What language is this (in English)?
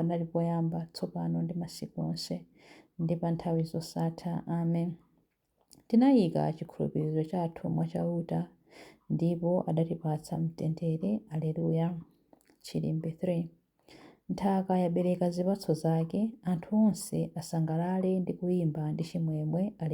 Nyanja